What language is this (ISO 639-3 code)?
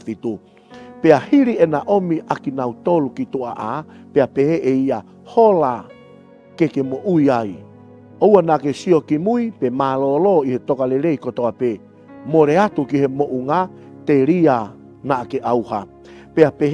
ton